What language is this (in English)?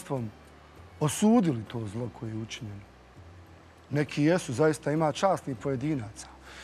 Bosnian